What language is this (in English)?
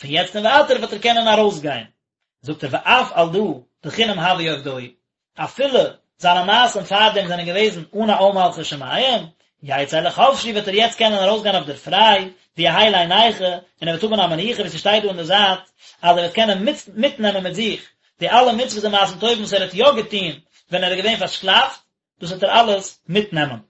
Yiddish